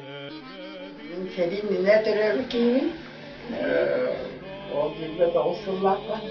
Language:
Yakut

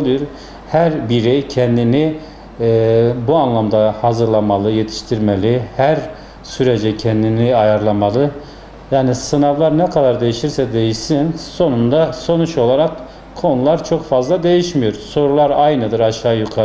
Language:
Turkish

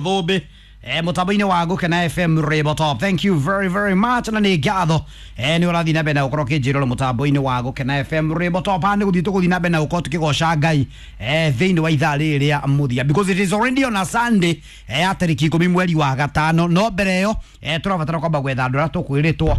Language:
Kikuyu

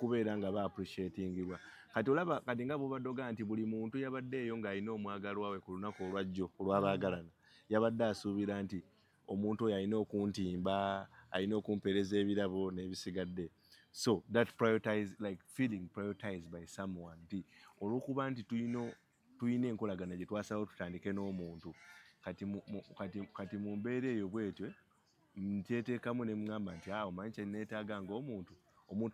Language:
Ganda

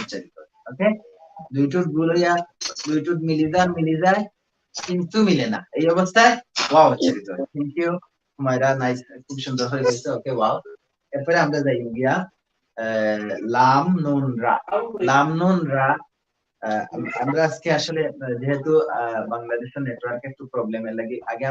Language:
Sylheti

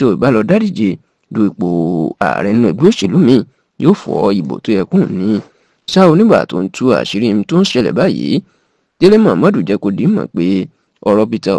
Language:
Yoruba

